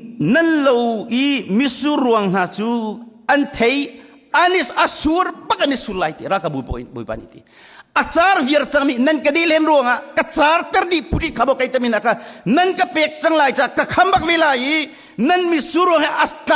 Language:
Hakha Chin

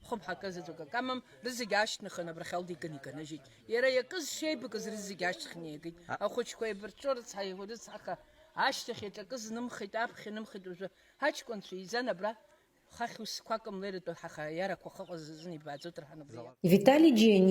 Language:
Abkhazian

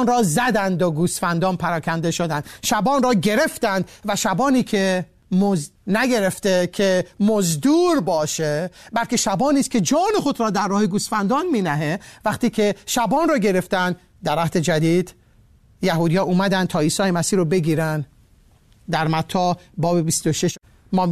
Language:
Persian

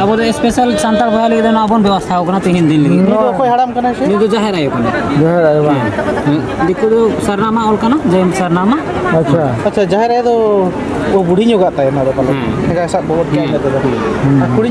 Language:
Santali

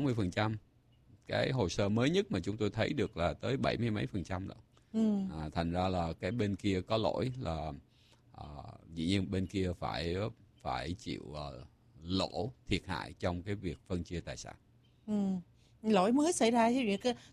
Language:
Vietnamese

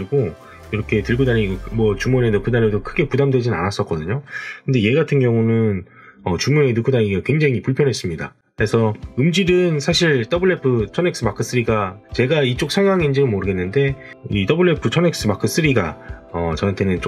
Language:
Korean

